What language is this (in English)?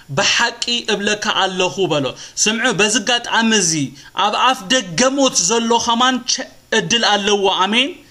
Tigrinya